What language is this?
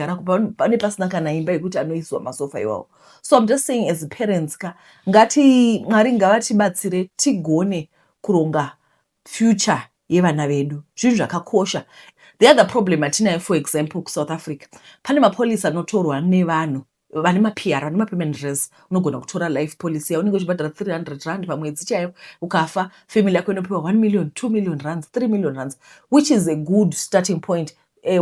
Shona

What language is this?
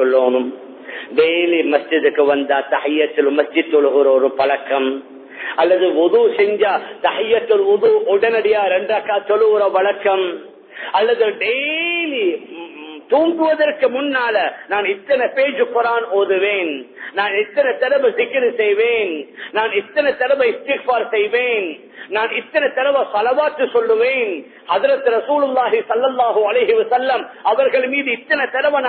Tamil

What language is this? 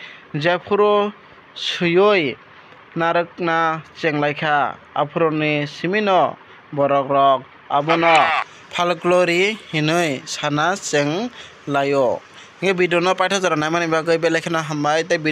Kok Borok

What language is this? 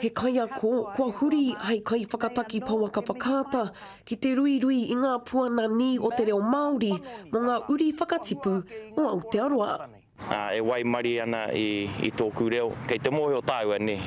Māori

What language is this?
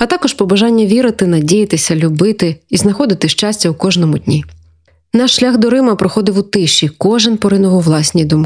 Ukrainian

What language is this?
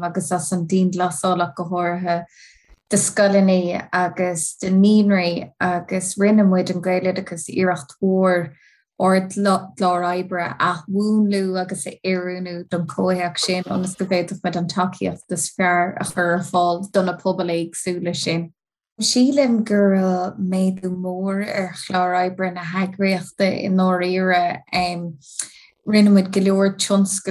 Irish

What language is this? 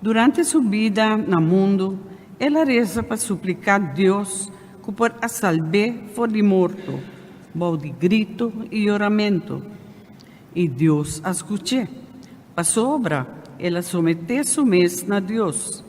Papiamento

